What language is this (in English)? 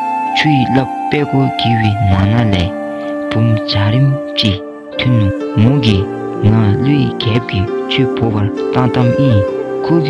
Dzongkha